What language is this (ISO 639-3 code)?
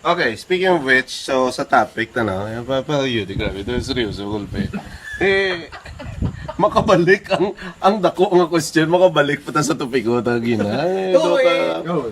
hil